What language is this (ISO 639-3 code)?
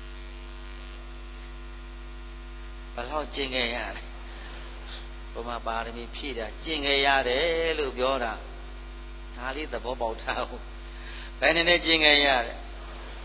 mya